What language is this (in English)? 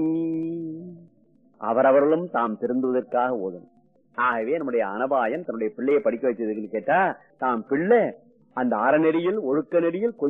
Tamil